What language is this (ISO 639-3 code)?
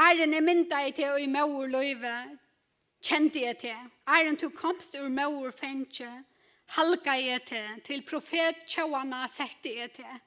fao